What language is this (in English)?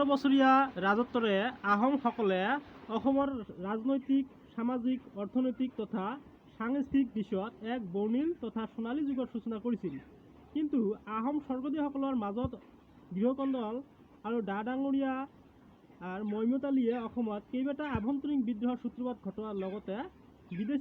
Assamese